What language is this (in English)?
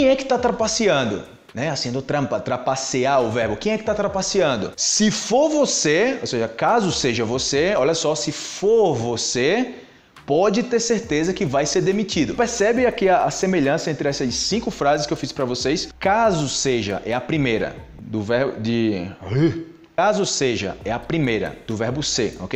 Portuguese